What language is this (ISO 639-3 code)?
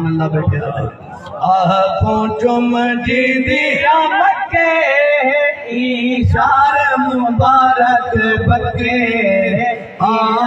skr